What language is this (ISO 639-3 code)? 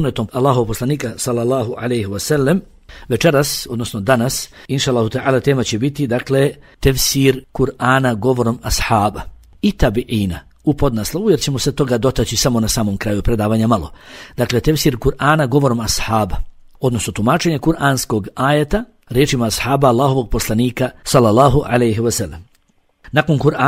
bos